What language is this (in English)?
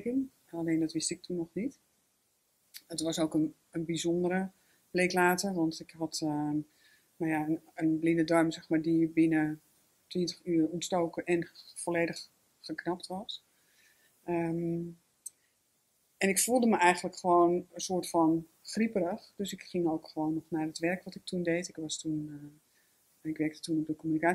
Dutch